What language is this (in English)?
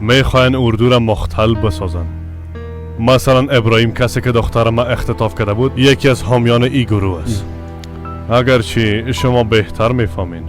Persian